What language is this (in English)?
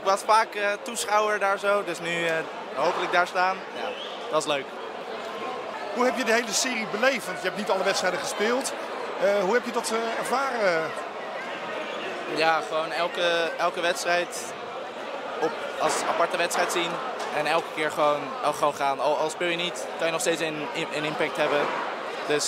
Dutch